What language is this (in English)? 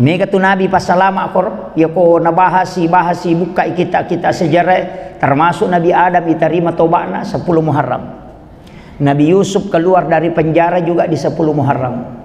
Buginese